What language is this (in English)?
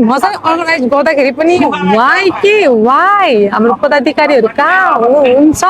Nepali